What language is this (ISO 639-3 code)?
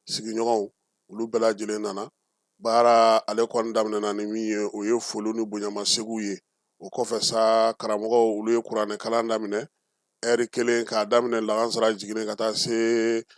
bam